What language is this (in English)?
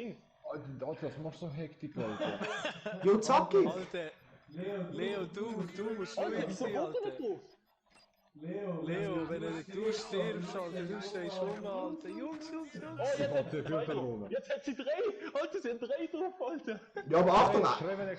Swiss German